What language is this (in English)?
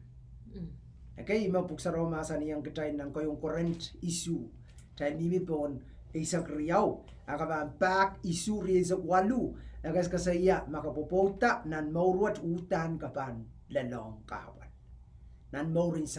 Pohnpeian